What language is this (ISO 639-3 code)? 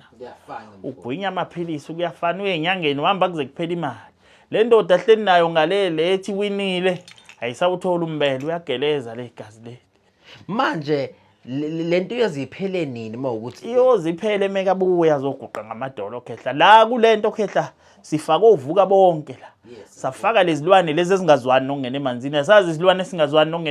zul